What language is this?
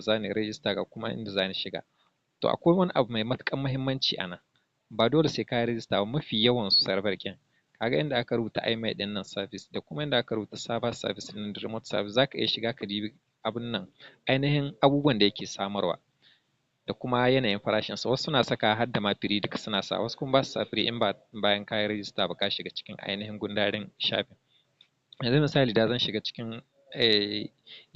Hausa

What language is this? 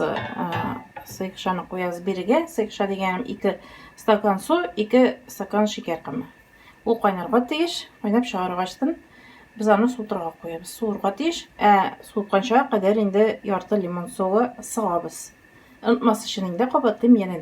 Tatar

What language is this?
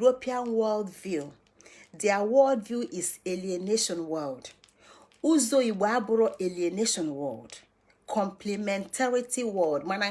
Igbo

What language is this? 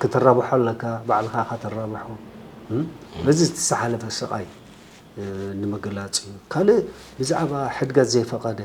Tigrinya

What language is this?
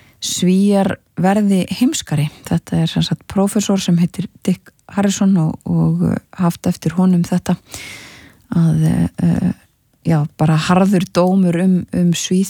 Icelandic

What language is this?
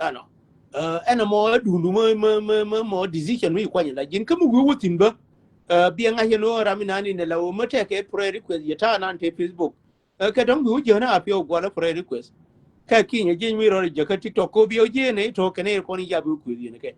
Nuer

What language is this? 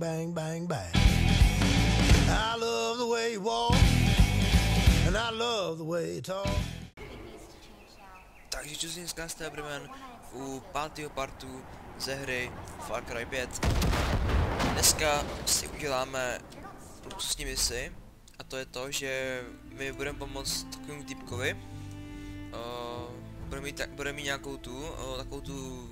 Czech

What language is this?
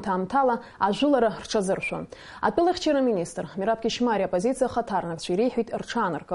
Abkhazian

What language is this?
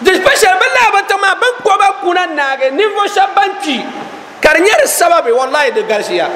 Dagbani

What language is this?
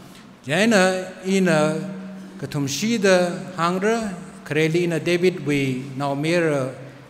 Tangkhul Naga (India)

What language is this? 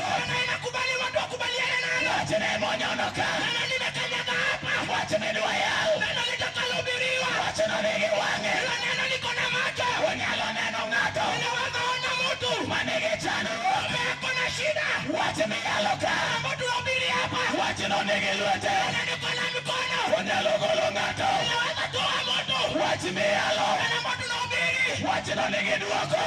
Luo (Kenya and Tanzania)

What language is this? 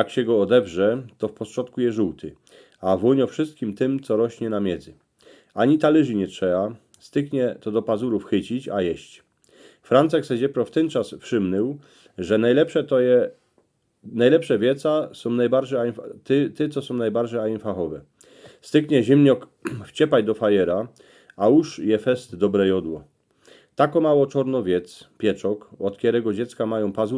Silesian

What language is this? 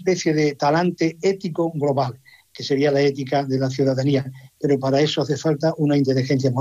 Spanish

